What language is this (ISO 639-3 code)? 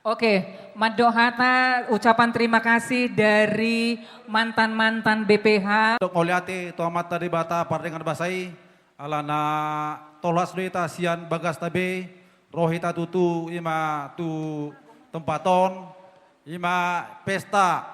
bbc